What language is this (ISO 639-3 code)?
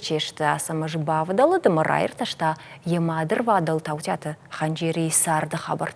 oss